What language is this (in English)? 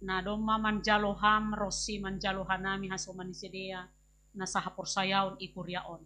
Batak Simalungun